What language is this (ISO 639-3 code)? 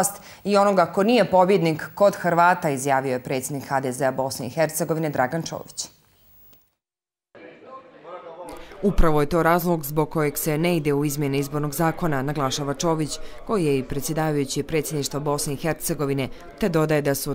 bos